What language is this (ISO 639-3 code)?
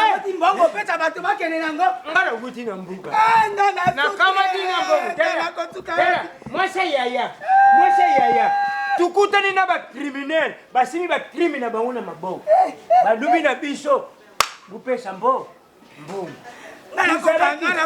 lin